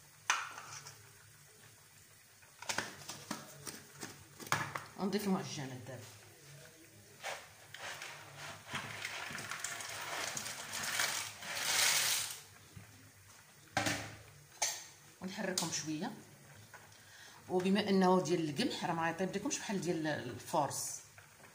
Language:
Moroccan Arabic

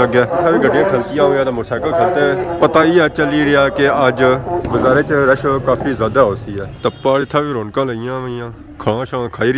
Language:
Pahari-Potwari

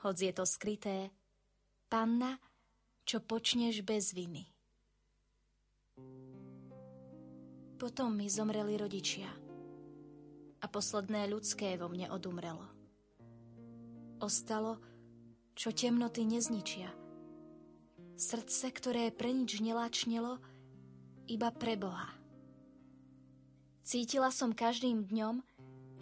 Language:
Slovak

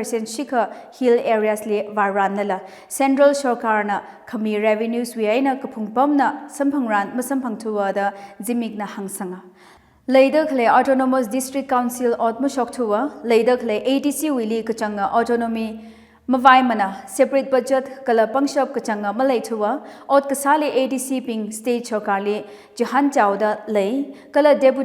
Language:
Tangkhul Naga (India)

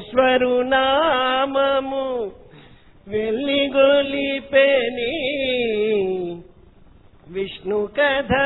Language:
Telugu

